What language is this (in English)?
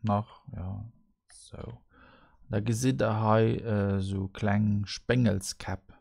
Luxembourgish